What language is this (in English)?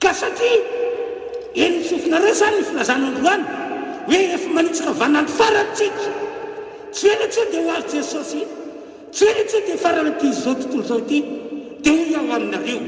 Malagasy